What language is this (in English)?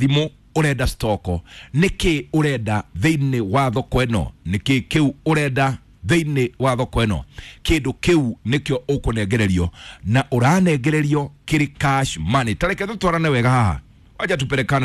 Kikuyu